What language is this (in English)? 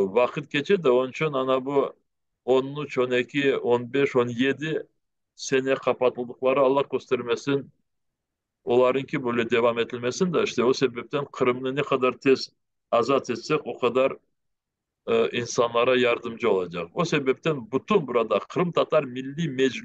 Crimean Tatar